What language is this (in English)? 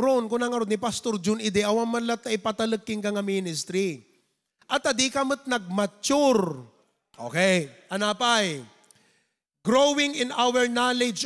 Iloko